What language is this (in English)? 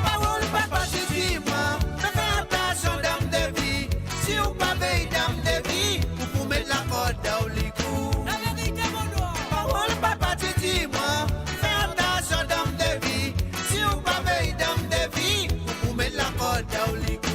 Morisyen